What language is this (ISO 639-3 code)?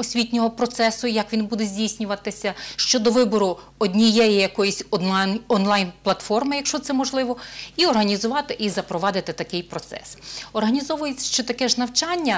ukr